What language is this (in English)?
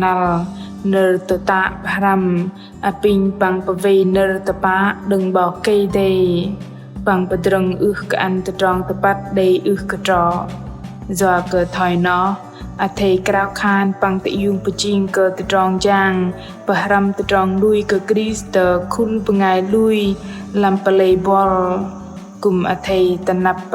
Bahnar